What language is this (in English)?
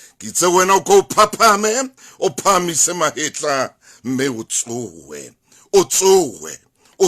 Southern Sotho